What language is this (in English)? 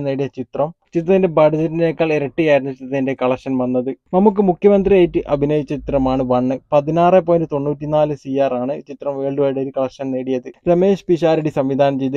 Malayalam